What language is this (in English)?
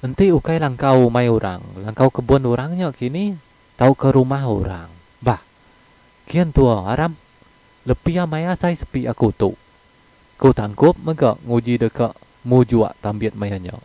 Iban